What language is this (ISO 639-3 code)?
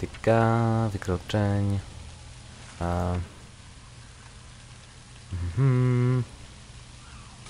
pol